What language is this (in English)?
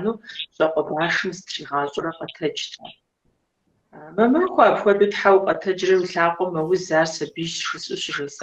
Kabardian